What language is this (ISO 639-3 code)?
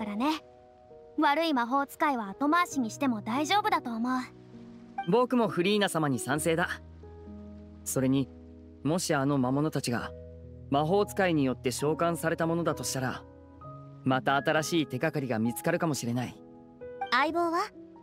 jpn